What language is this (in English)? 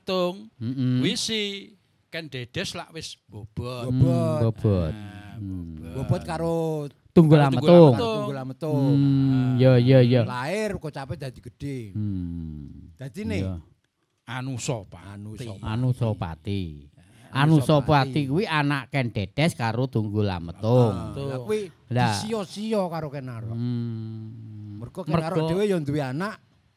Javanese